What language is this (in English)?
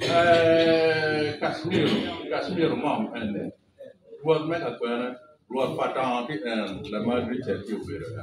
Acoli